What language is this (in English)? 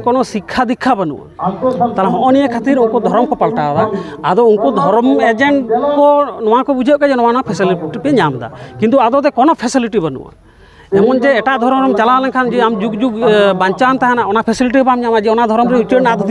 Santali